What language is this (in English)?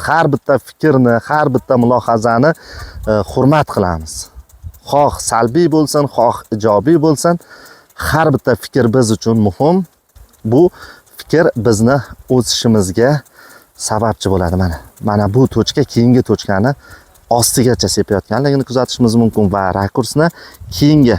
Uzbek